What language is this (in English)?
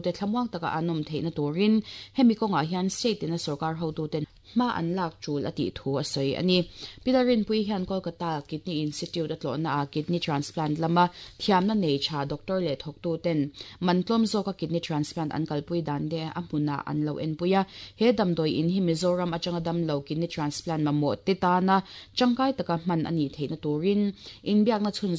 Mizo